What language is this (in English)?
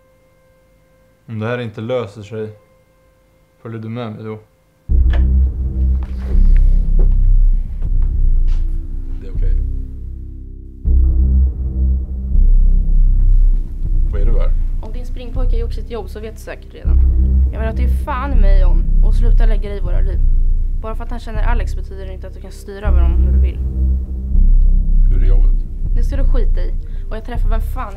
Swedish